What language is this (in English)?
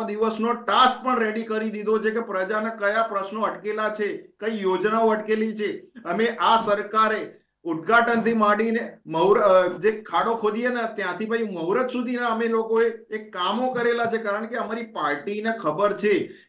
Gujarati